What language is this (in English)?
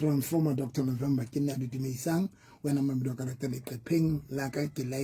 Southern Sotho